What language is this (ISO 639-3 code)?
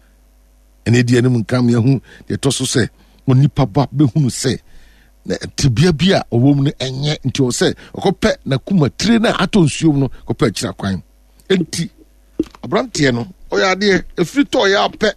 aka